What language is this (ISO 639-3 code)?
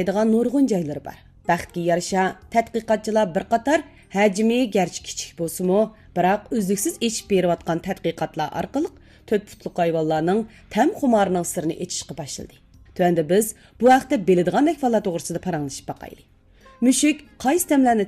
uig